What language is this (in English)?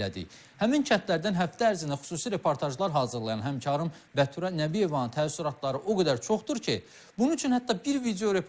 Azerbaijani